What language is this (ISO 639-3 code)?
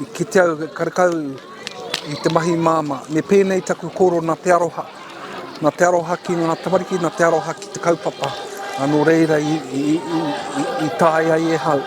mri